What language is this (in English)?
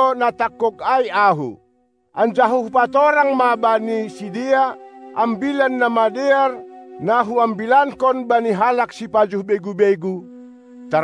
Batak Simalungun